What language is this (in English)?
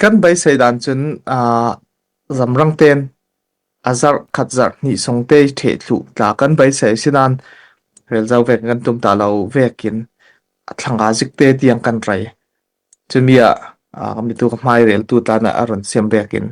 Falam Chin